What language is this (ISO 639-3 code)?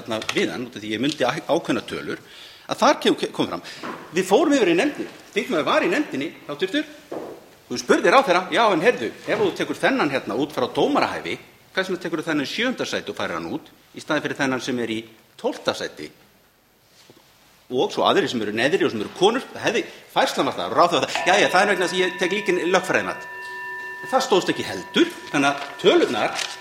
isl